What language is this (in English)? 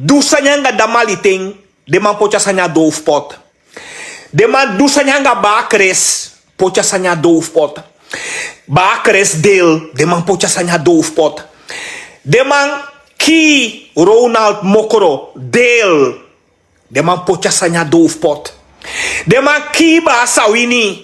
Sranan Tongo